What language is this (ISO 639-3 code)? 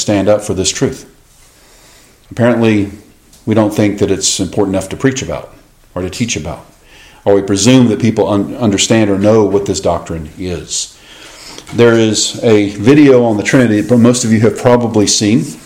eng